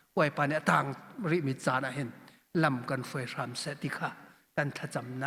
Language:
Hakha Chin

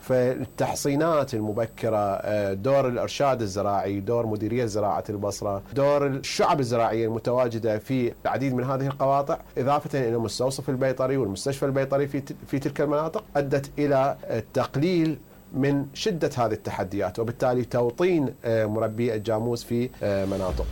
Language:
Mesopotamian Arabic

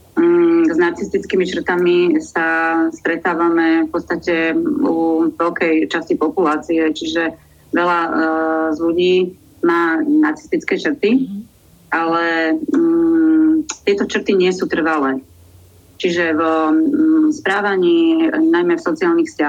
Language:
Slovak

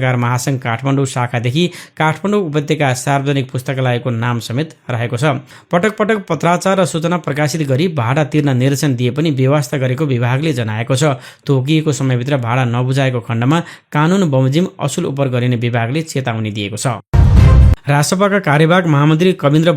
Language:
Nepali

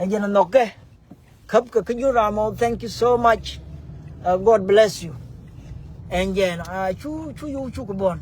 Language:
Nuer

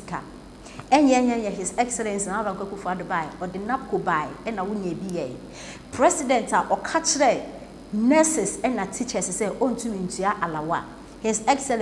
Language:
Akan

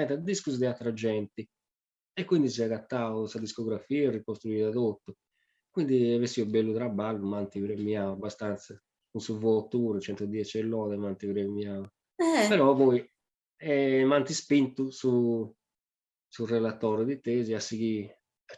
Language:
Sardinian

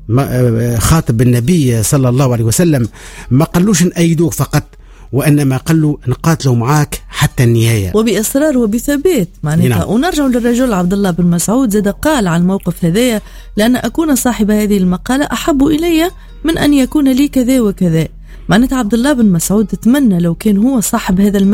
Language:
Tunisian Arabic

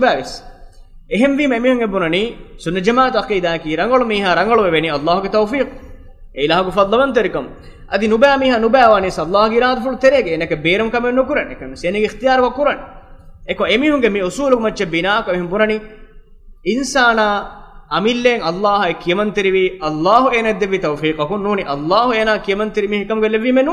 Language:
Divehi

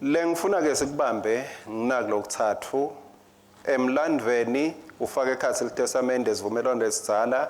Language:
Swati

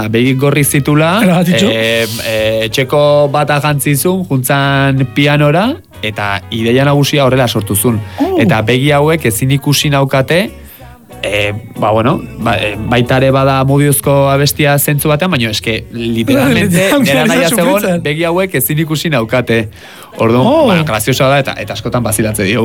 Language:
Basque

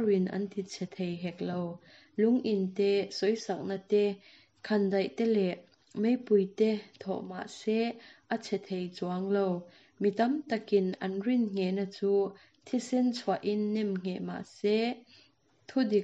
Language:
Mizo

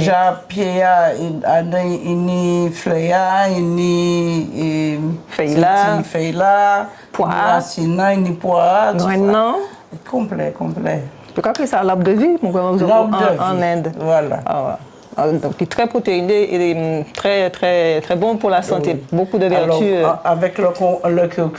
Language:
Guadeloupean Creole French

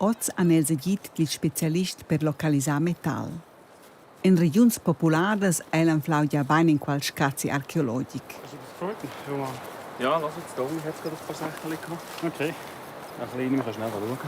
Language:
Romansh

